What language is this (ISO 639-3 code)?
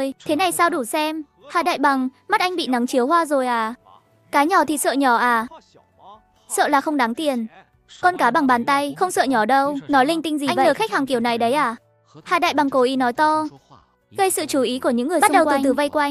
vie